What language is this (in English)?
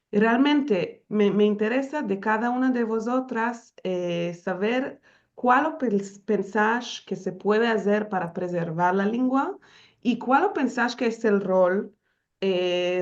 Ladino